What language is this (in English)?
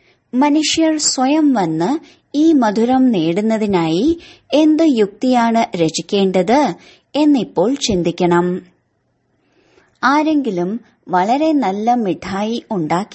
Malayalam